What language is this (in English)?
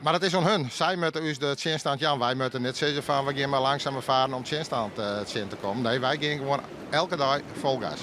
Western Frisian